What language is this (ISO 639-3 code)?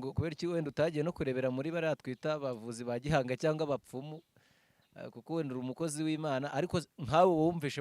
kin